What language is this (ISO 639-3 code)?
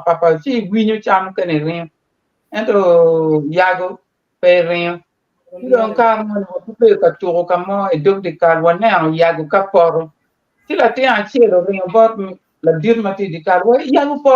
ach